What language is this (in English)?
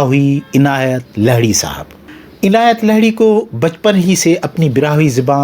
Brahui